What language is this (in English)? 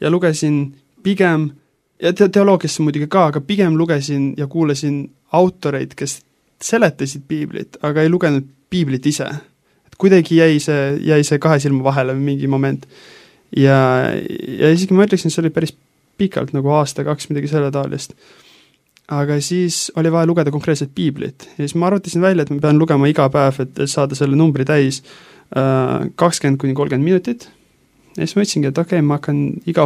Estonian